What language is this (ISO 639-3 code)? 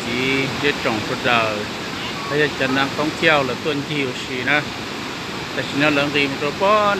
hmn